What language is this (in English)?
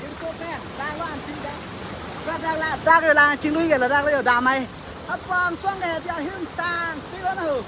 Karbi